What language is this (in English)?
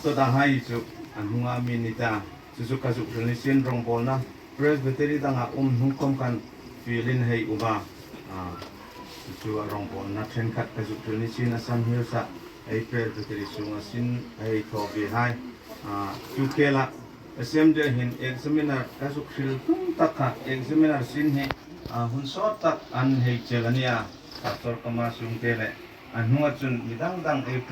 Hmar